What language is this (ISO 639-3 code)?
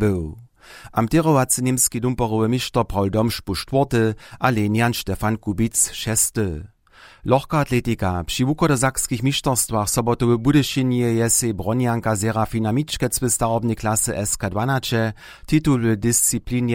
hsb